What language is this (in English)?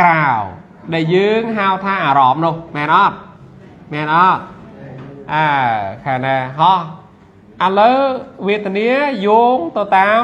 Khmer